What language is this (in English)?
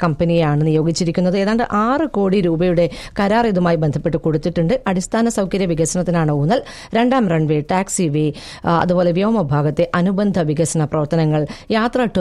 Malayalam